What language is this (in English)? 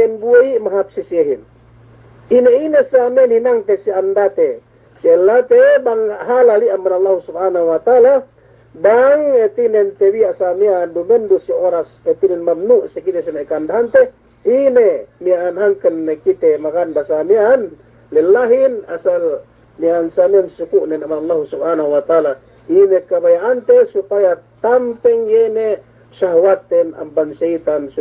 Yakan